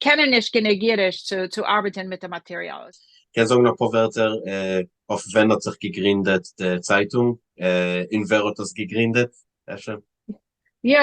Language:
Yiddish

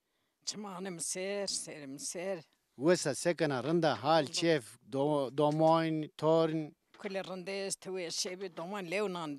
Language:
Zaza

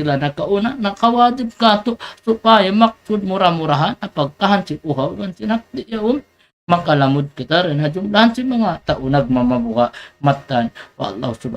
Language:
Tausug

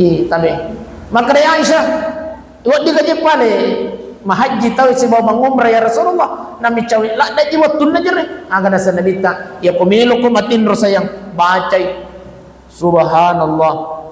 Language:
Buginese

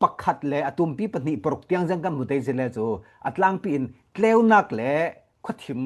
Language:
Falam Chin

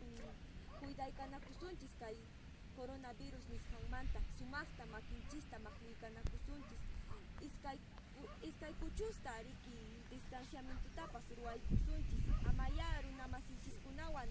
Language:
Quechua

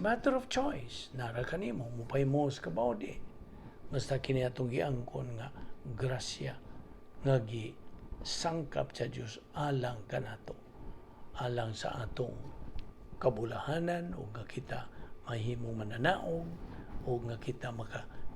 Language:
Cebuano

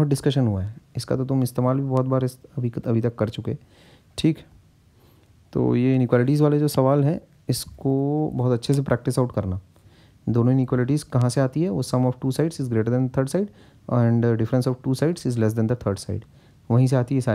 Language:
Hindi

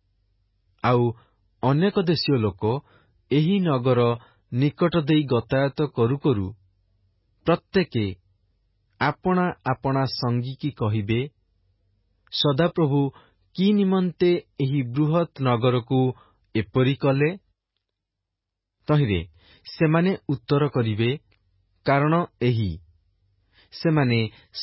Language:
Odia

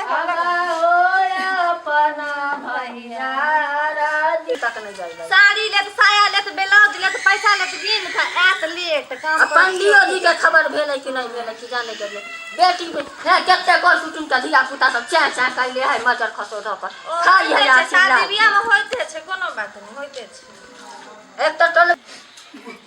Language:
Maithili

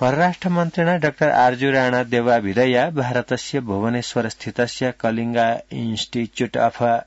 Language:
Sanskrit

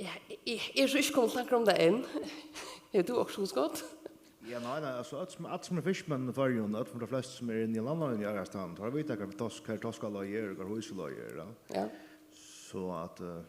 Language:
Faroese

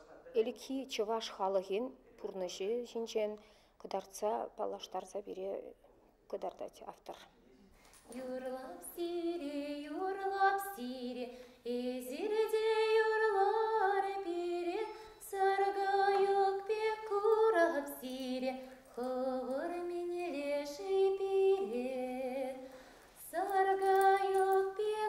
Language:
Bashkir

